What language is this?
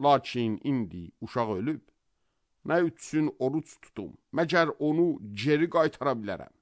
Azerbaijani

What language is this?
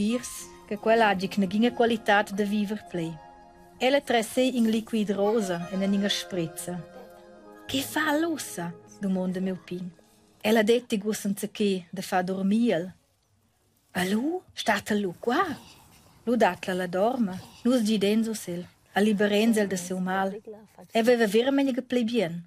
Romansh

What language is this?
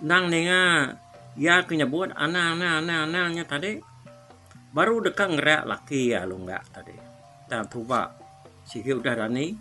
Iban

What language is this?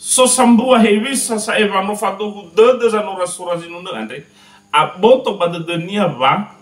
Nias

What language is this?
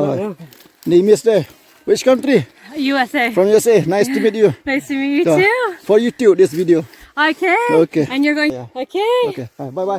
Khasi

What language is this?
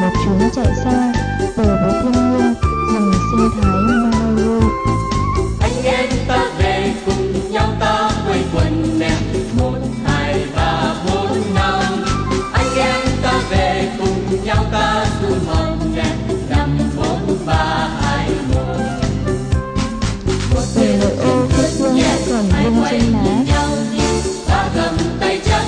Vietnamese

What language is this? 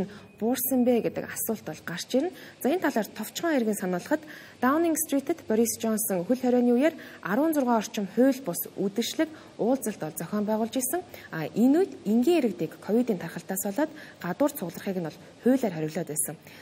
Mongolian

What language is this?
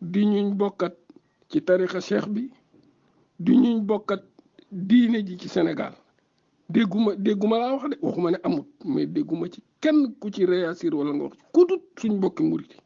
Wolof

